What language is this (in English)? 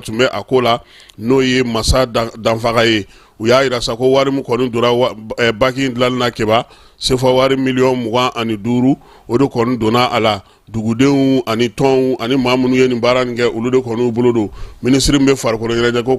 Bambara